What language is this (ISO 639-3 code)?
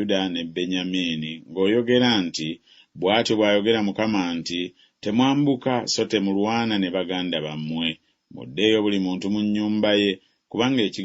lug